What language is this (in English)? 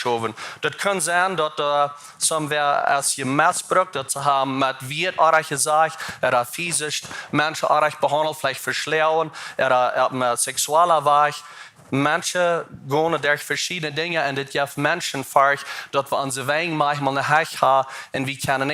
Plautdietsch